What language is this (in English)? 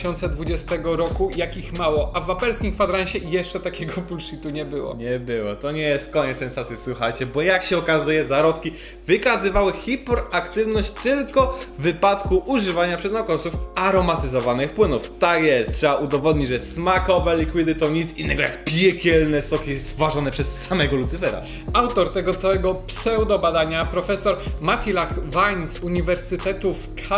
Polish